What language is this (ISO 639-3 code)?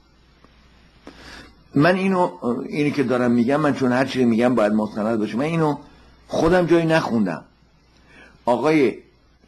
fas